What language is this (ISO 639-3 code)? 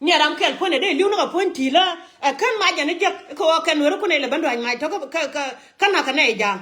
nus